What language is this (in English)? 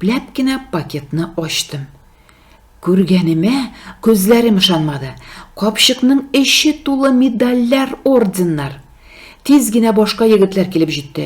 Tatar